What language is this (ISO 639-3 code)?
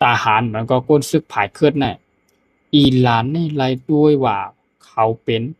shn